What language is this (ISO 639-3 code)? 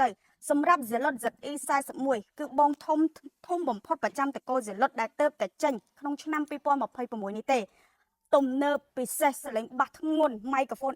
khm